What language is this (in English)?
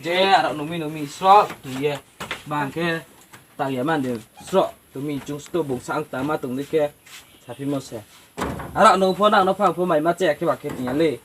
Riang (India)